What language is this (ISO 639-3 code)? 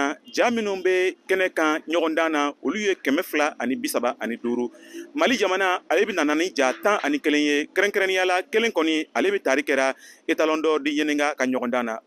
bam